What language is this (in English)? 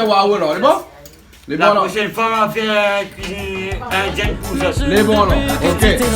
Réunion Creole French